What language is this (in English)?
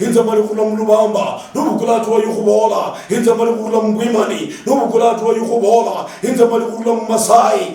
Luyia